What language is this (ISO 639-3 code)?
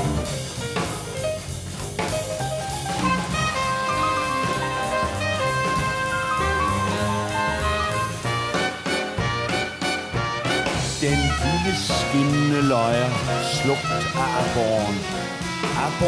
dan